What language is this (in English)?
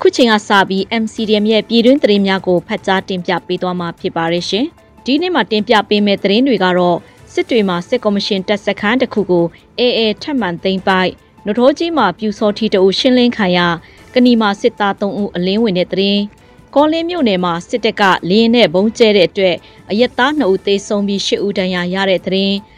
Burmese